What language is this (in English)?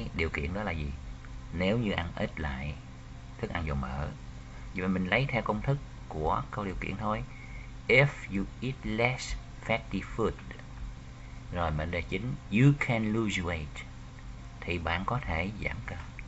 Vietnamese